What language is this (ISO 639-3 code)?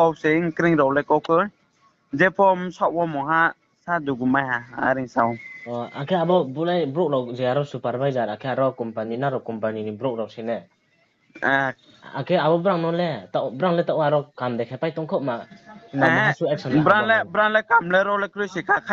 ria